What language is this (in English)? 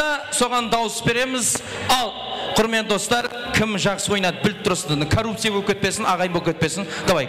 Kara-Kalpak